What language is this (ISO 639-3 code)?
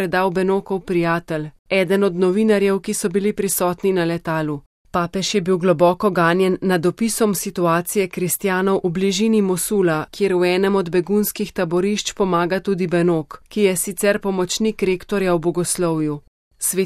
slv